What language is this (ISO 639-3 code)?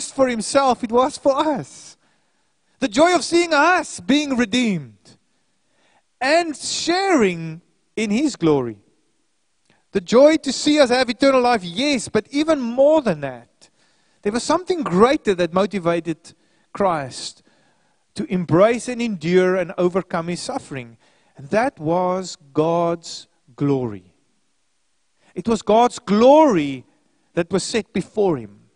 eng